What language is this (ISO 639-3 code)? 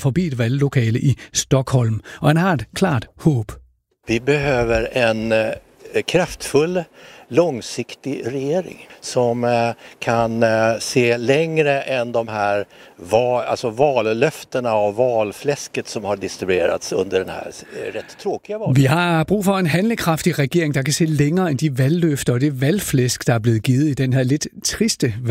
dan